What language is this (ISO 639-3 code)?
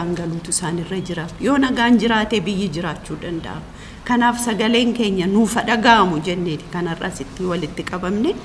orm